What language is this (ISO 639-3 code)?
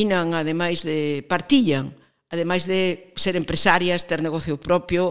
glg